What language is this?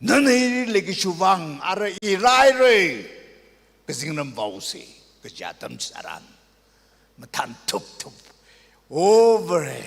Tangkhul Naga (India)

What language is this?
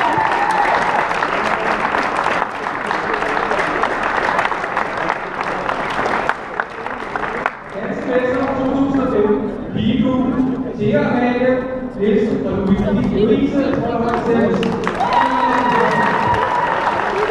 Danish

